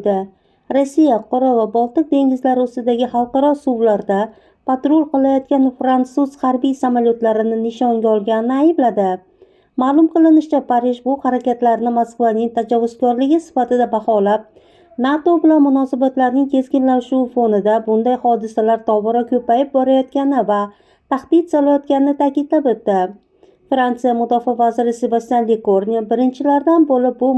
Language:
Uzbek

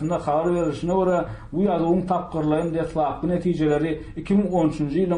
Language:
Turkmen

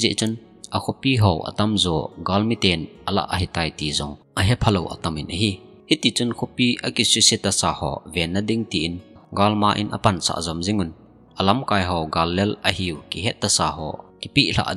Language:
Thado Chin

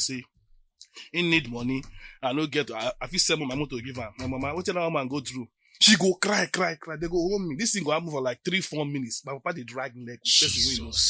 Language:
Nigerian Pidgin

